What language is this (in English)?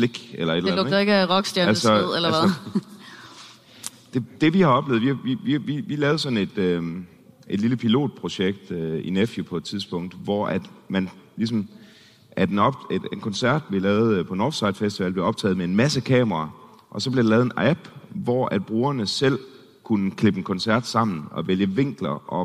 Danish